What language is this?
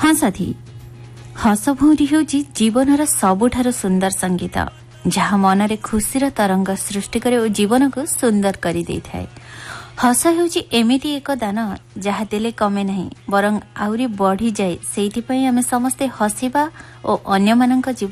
Odia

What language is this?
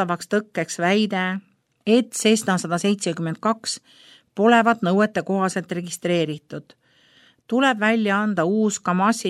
Estonian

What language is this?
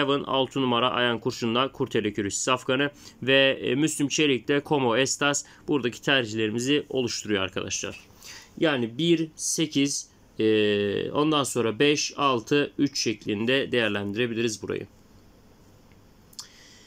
Turkish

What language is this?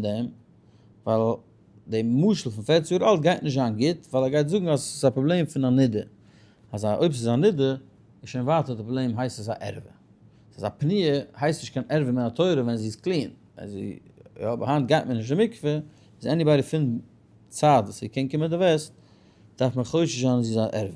Yiddish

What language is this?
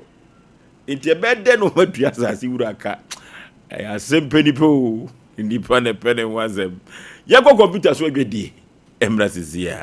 Akan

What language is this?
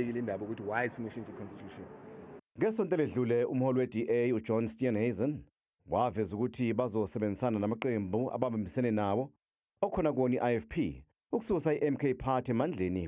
Zulu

